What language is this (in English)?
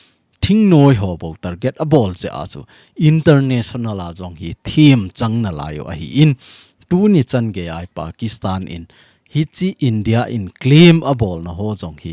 Thado Chin